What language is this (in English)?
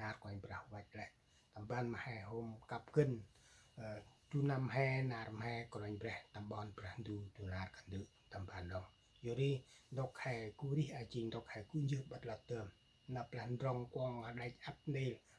Central Mnong